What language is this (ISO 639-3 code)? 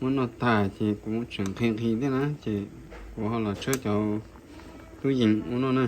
hmn